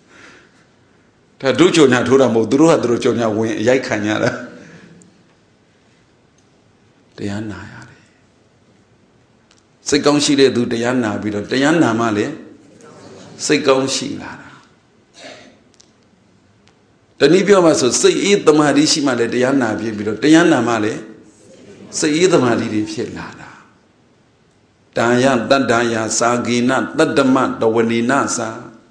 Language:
Burmese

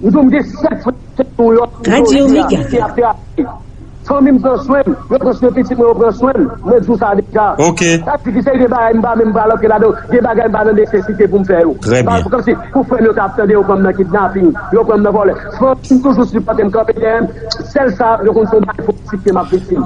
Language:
Haitian Creole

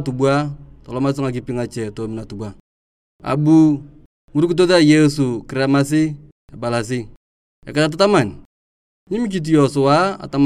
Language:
Turkana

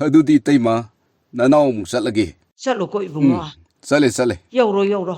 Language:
Manipuri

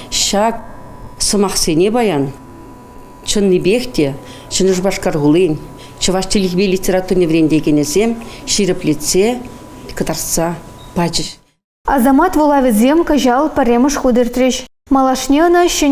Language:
Chuvash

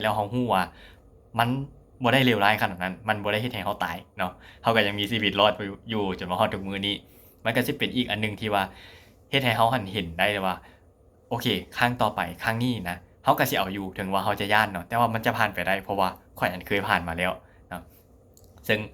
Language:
Lao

